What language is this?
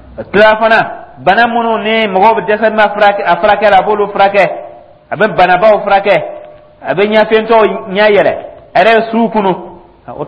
Dyula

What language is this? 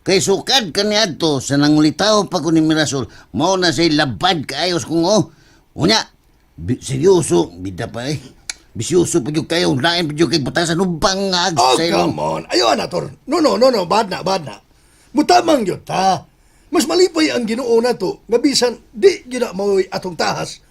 Cebuano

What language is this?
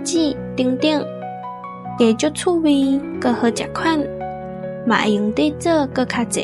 Min Nan Chinese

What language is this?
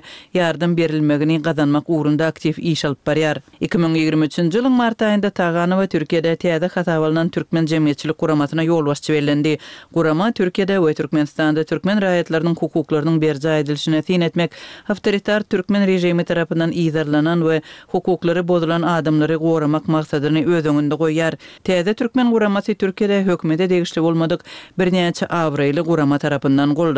Turkmen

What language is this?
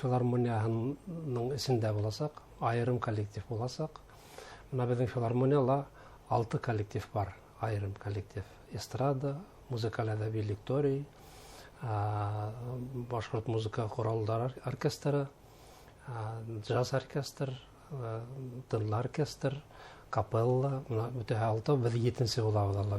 Bashkir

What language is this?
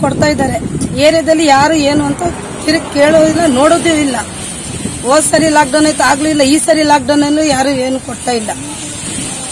Kannada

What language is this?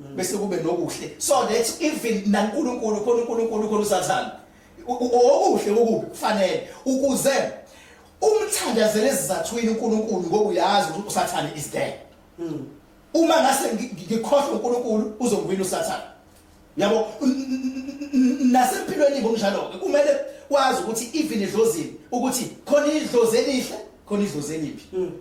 Zulu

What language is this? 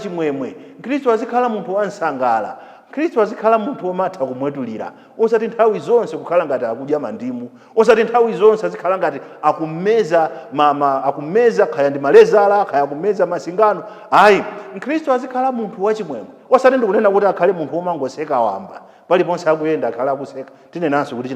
Nyanja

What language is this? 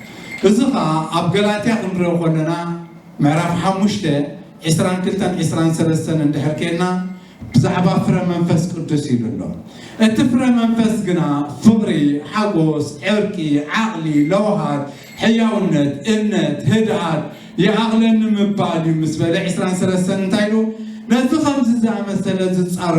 Tigrinya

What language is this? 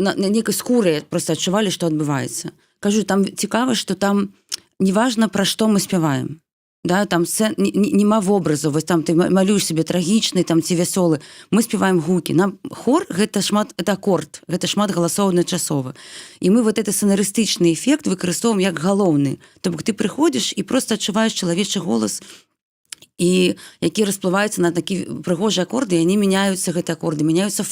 Belarusian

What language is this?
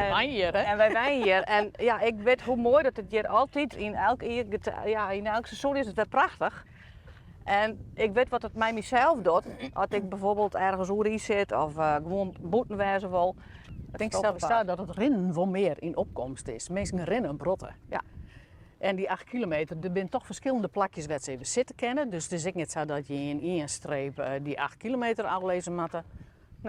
Western Frisian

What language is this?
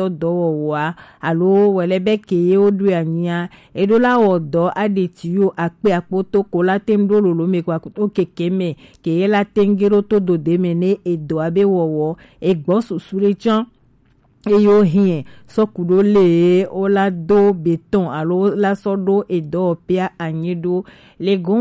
Gen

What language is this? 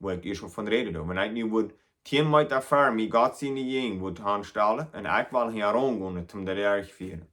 Plautdietsch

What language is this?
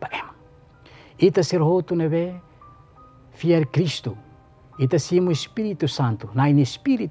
Tetum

